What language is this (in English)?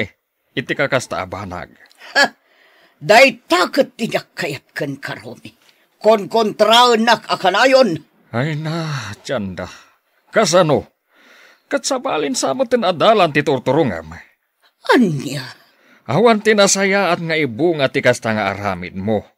Iloko